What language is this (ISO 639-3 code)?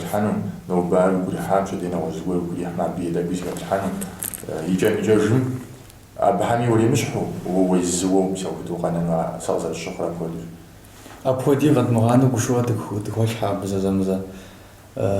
kbd